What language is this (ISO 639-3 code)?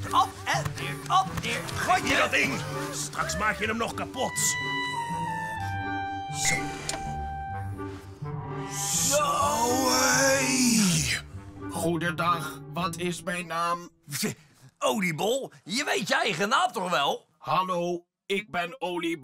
nld